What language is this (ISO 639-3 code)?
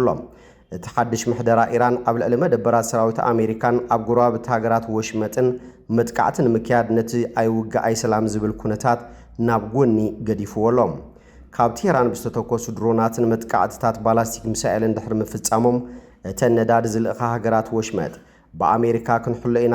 tir